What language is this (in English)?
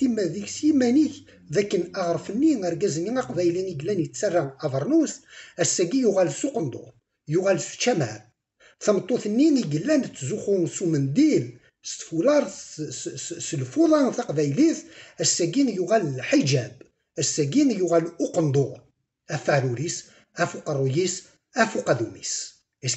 Kabyle